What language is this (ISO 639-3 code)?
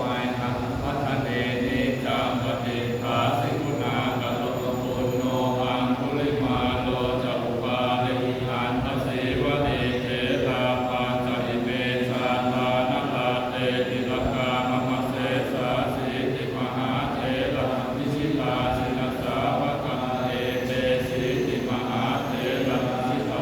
pli